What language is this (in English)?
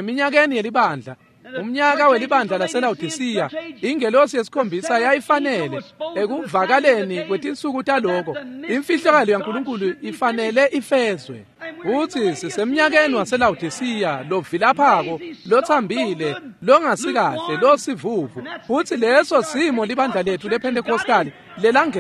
Swati